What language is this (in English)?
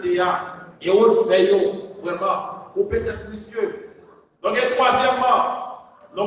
Haitian Creole